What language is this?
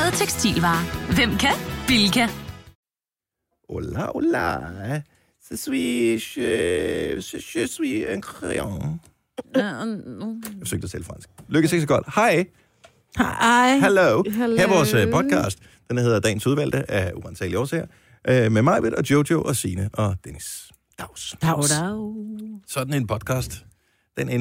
Danish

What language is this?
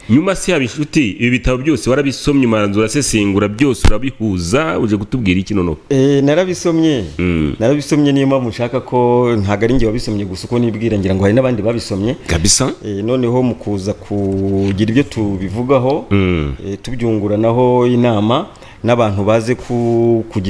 Kinyarwanda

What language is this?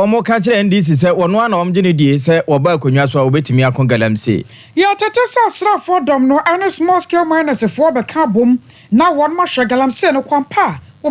Akan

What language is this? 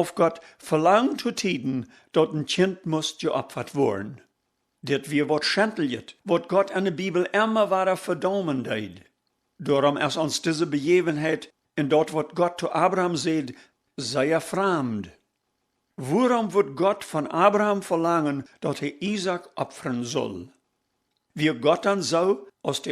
Plautdietsch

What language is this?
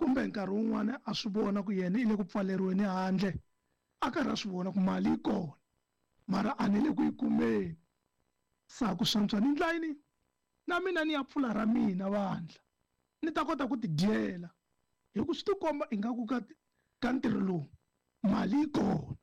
Tsonga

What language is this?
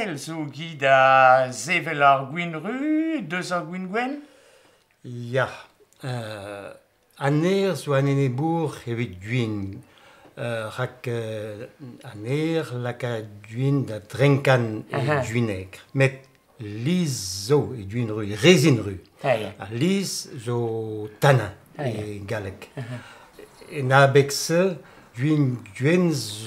Breton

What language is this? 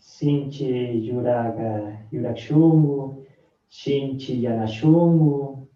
Chimborazo Highland Quichua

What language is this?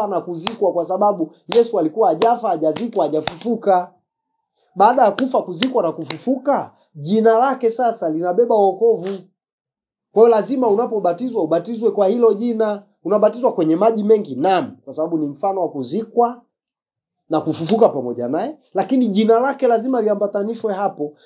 Swahili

